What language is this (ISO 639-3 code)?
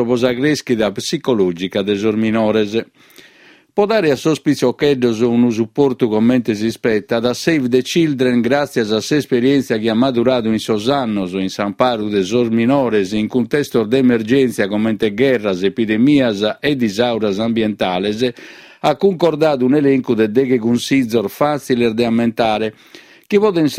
srd